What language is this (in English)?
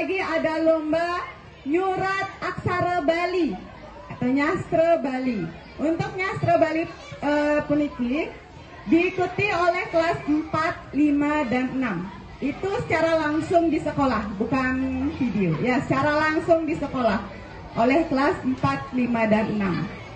Balinese